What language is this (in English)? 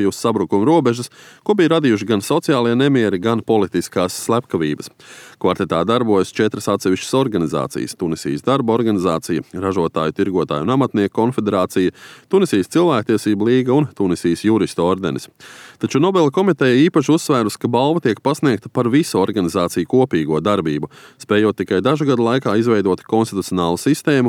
Latvian